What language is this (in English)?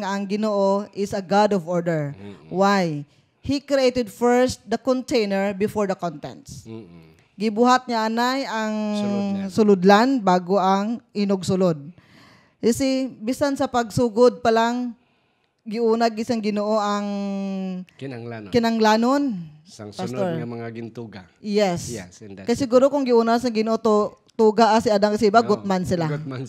Hiligaynon